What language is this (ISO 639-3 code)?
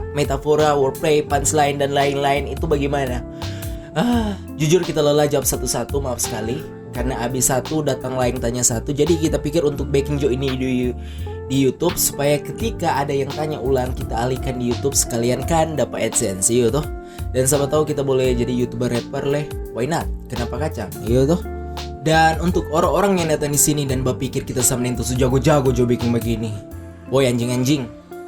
xmm